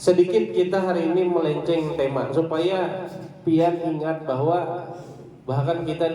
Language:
Banjar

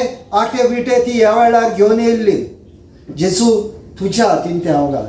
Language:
Konkani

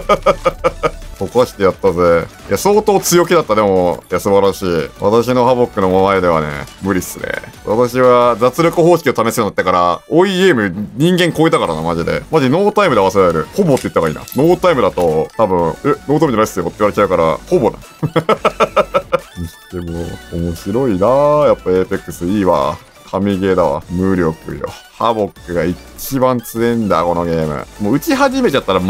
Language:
Japanese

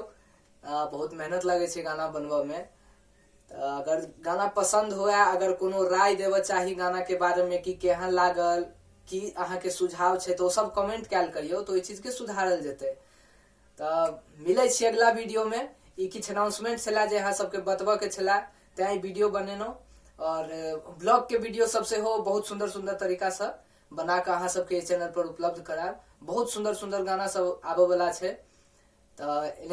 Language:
Maithili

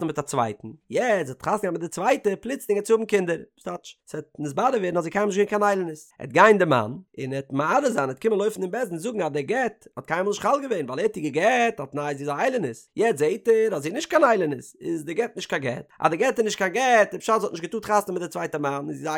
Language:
Yiddish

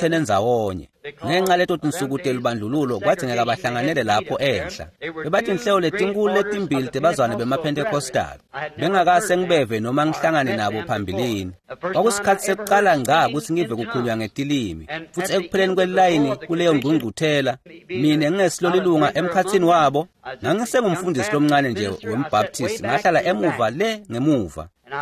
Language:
Swati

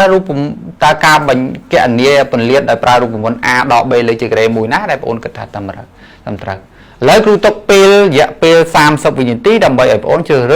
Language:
Khmer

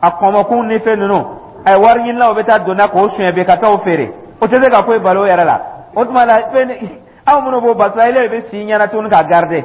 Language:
Dyula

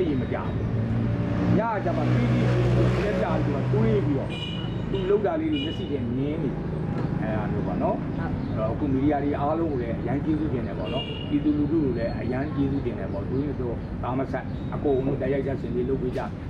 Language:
Burmese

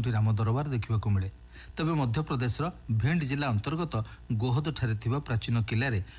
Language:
Odia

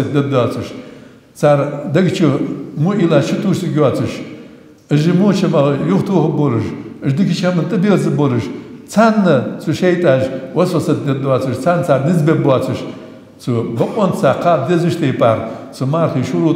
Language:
Ingush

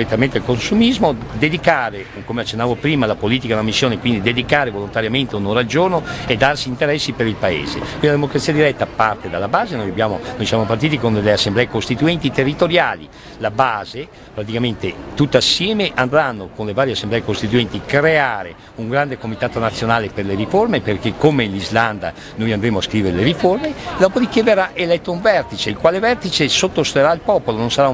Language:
Italian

